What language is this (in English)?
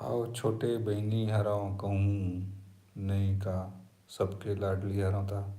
Chhattisgarhi